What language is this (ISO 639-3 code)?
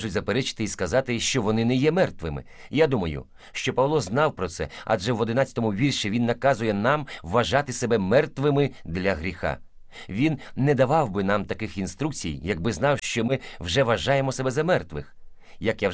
ukr